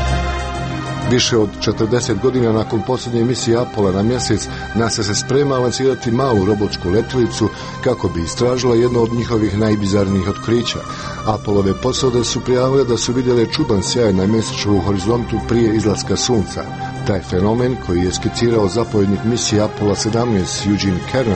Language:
Croatian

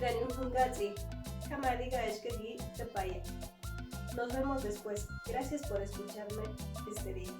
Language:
Mezquital Otomi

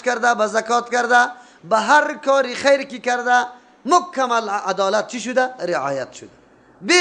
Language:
Persian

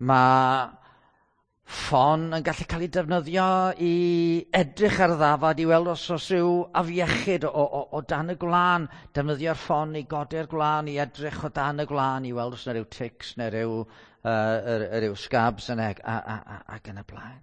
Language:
Welsh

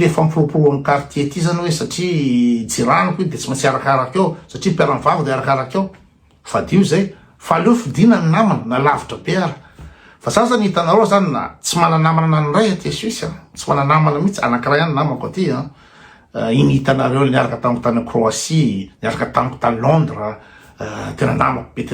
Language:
Malagasy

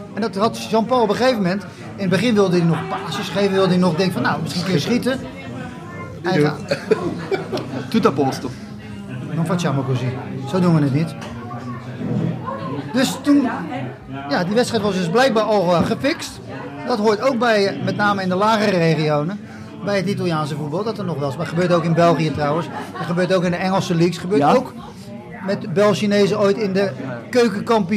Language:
Dutch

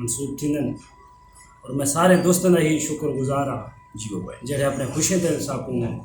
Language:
Saraiki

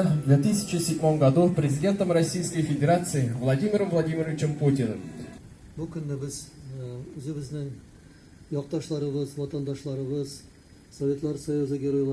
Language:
Tatar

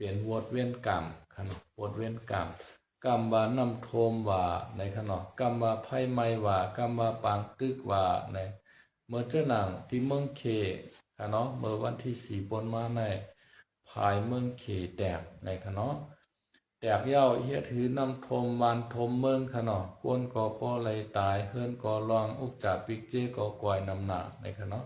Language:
Shan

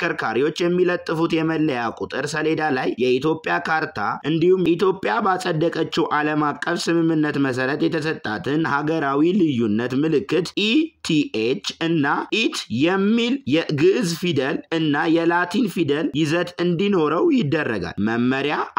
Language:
Amharic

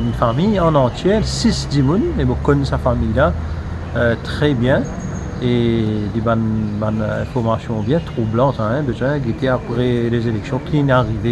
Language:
Morisyen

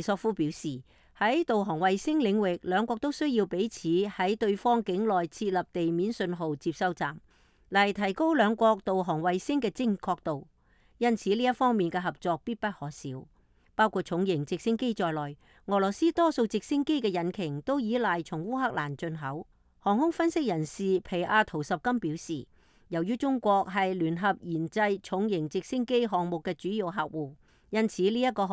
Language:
Cantonese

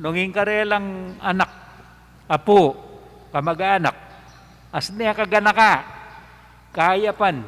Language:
Pampanga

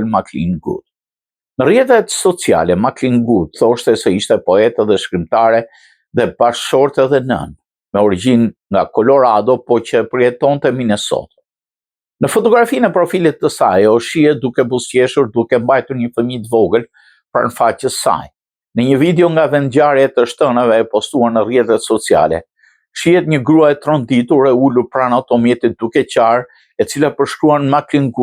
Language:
Albanian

